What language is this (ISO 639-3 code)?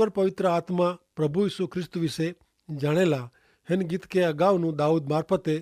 kfr